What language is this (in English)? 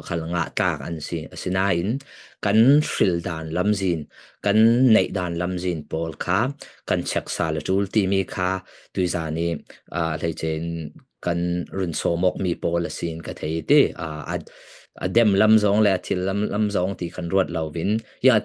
Falam Chin